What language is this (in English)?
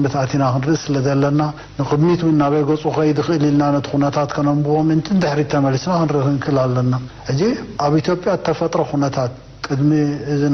Tigrinya